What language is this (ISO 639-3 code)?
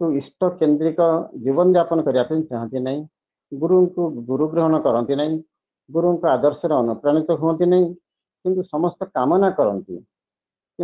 ori